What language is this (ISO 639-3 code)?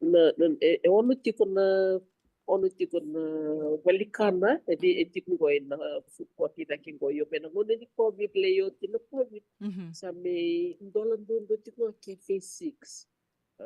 fij